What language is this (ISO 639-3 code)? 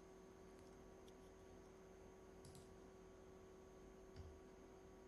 tel